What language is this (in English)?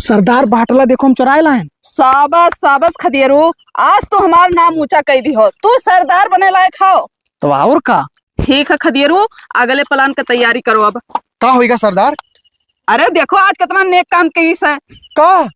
Awadhi